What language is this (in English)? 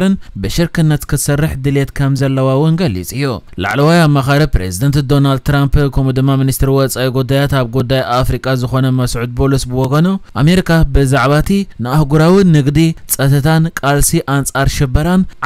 Tigrinya